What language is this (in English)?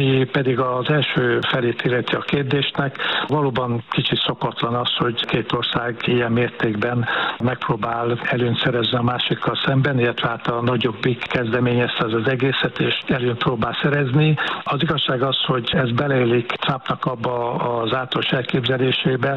Hungarian